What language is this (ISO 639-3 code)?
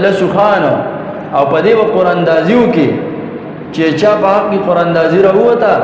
pus